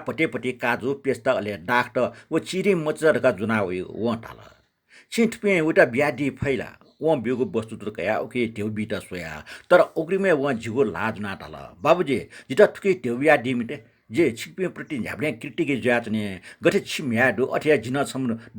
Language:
Newari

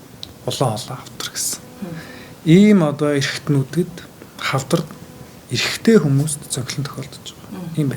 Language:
Mongolian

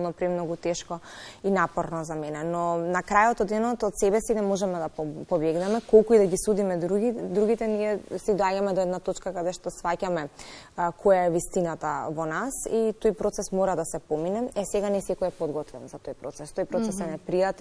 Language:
Macedonian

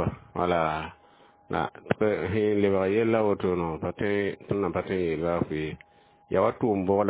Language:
Mossi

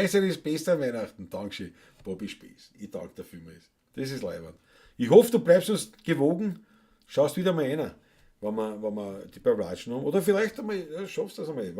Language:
Bavarian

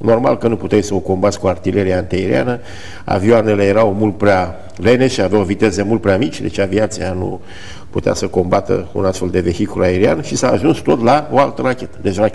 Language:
Romanian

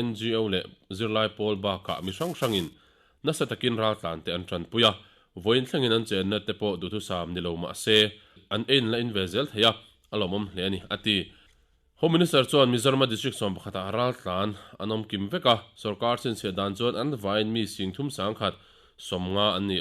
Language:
Mizo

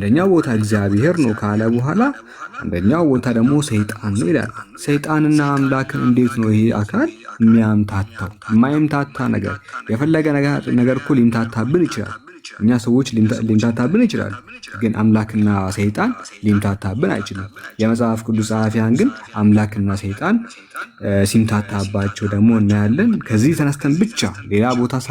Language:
Amharic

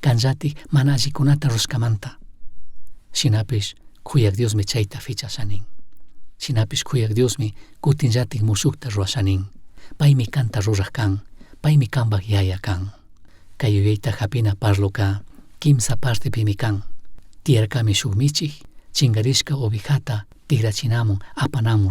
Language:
Chimborazo Highland Quichua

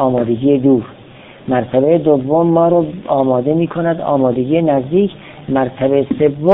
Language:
Persian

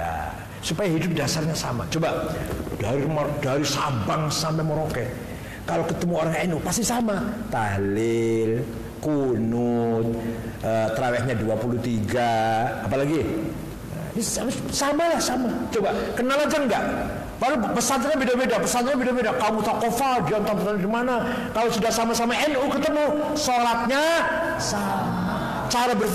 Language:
Indonesian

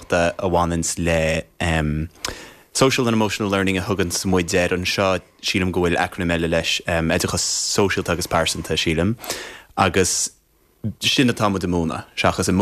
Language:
Irish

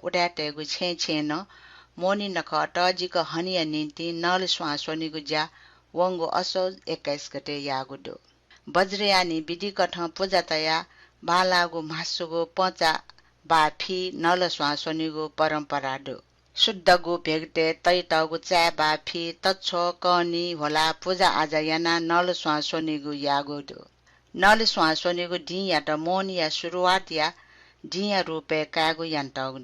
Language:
Newari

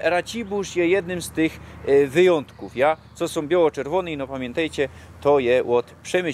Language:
Silesian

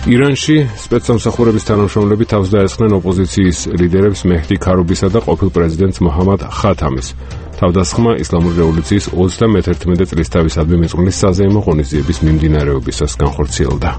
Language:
Georgian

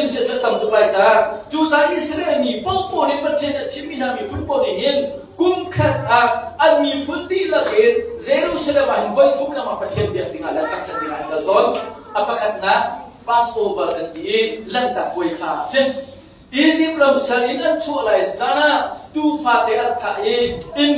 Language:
Hakha Chin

